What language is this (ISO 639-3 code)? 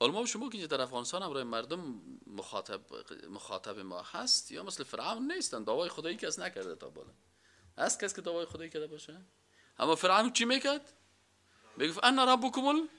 fas